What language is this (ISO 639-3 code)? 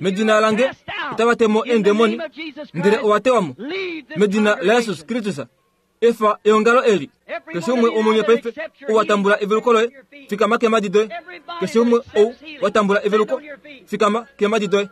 kua